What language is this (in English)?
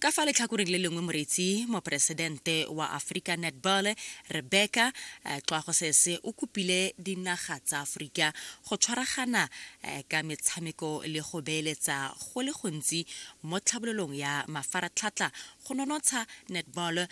Tswana